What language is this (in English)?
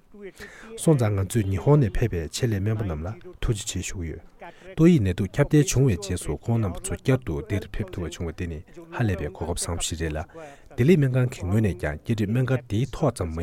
Tibetan